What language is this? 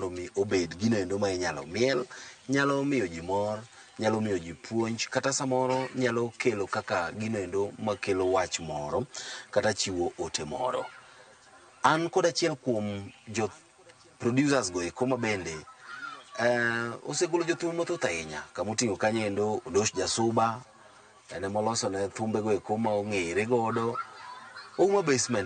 Luo (Kenya and Tanzania)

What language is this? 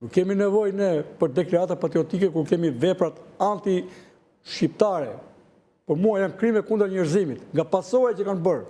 Albanian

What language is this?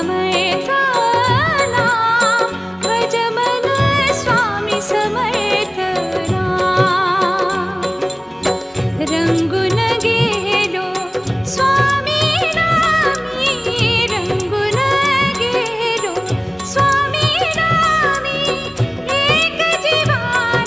Marathi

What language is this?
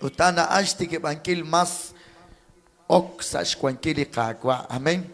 Kekchí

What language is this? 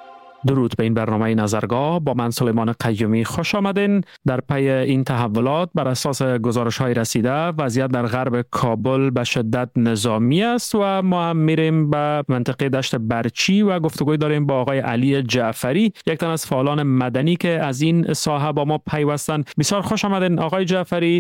Persian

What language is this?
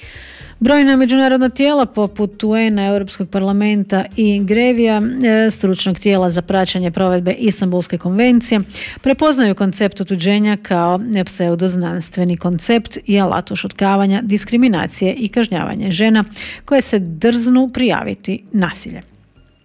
Croatian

